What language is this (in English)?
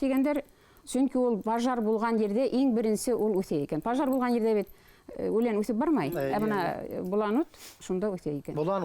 Bashkir